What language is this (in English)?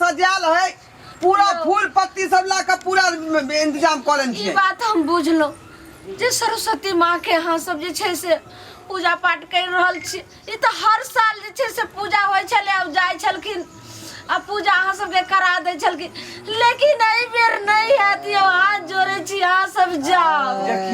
Maithili